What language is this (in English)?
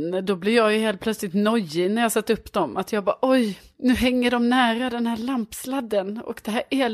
Swedish